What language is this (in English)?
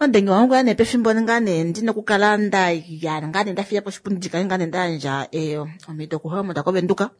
Kuanyama